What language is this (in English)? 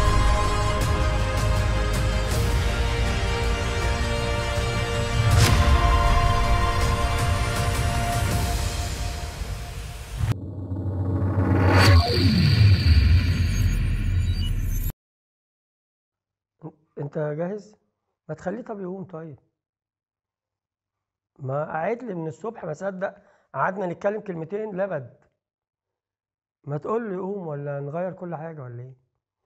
Egyptian Arabic